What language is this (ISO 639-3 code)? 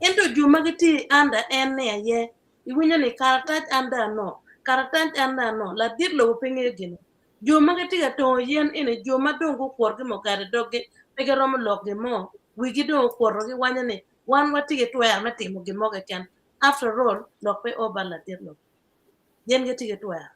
ach